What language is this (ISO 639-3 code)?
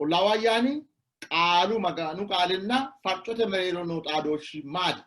sid